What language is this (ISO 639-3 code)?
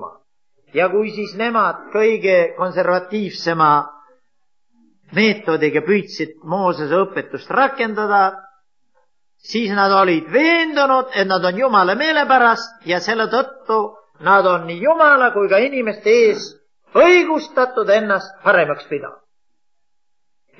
est